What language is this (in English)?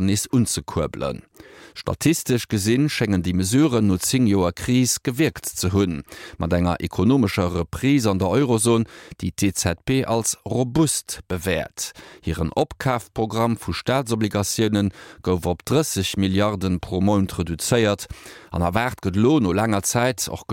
Luxembourgish